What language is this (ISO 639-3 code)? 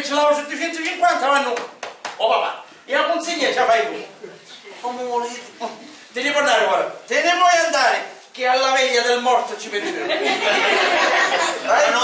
scn